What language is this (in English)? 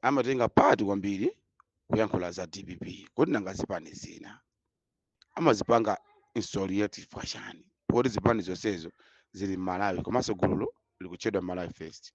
Nyanja